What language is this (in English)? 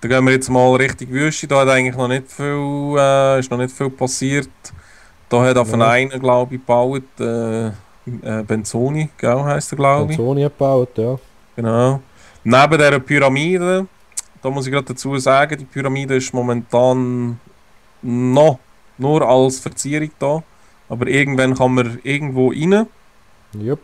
Swiss German